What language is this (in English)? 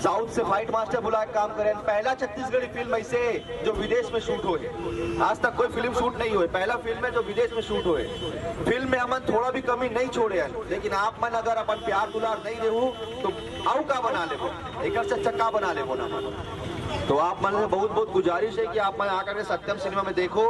Chhattisgarhi